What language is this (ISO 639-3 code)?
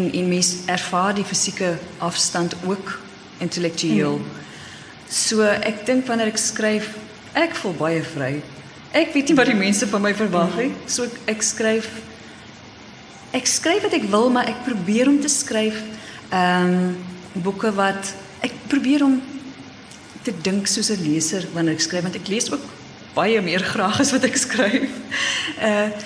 afr